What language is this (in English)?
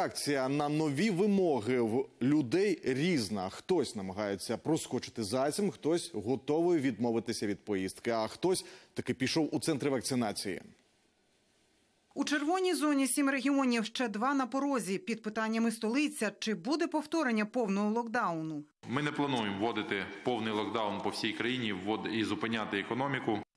Ukrainian